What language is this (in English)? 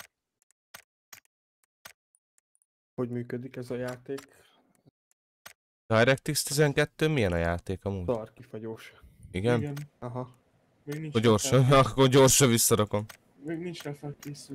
Hungarian